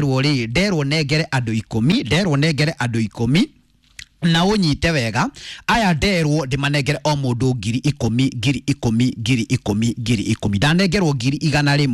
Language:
Kikuyu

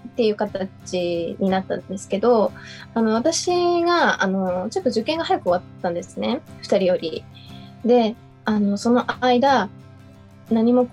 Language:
Japanese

